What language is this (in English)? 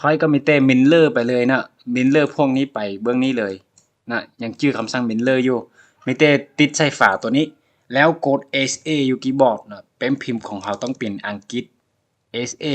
Lao